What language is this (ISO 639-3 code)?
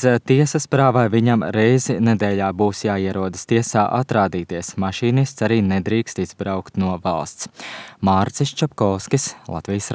lav